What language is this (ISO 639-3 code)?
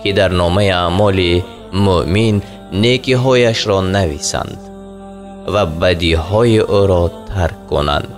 tgk